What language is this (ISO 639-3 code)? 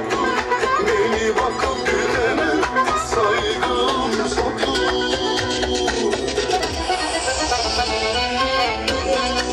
tur